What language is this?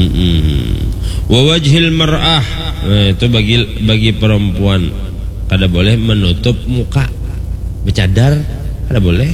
Banjar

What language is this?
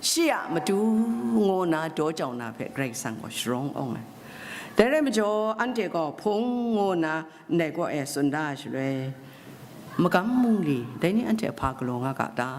Kachin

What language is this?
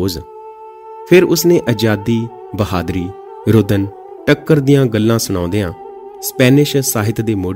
Punjabi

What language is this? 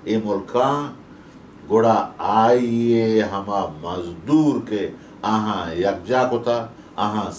Baluchi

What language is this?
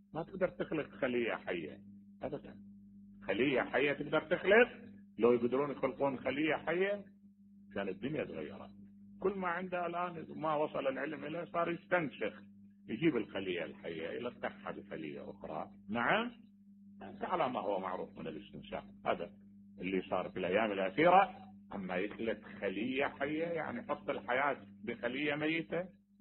Mesopotamian Arabic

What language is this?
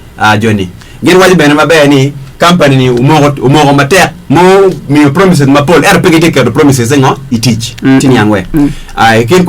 Acoli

